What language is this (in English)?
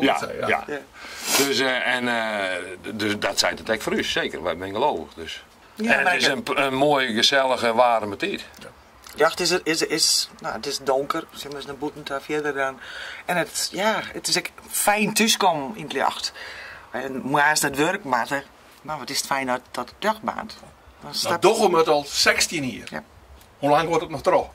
Western Frisian